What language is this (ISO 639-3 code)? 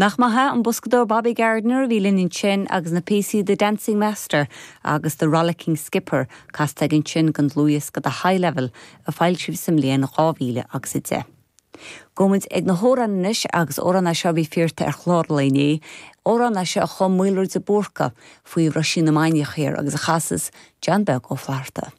gle